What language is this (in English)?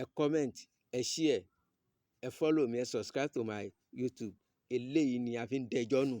Yoruba